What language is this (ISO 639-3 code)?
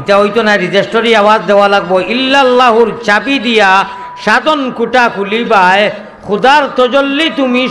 syl